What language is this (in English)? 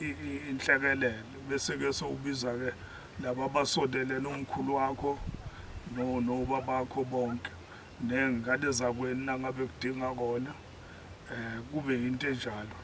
Zulu